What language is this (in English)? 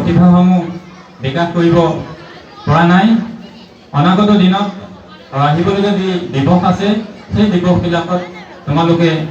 Assamese